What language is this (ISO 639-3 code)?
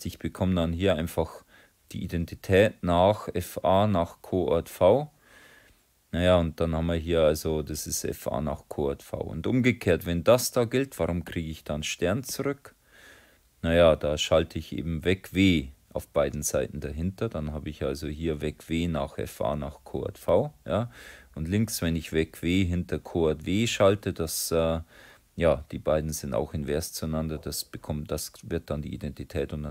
deu